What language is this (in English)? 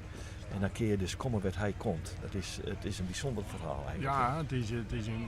Western Frisian